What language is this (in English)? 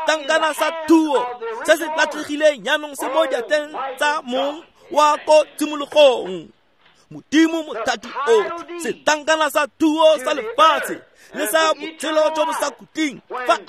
Tswana